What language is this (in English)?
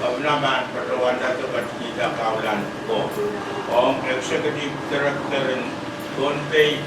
Pohnpeian